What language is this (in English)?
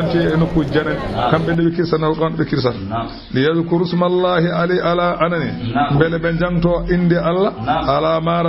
Fula